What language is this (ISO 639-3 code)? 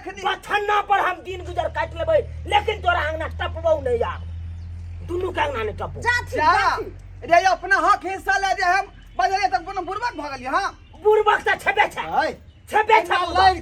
mai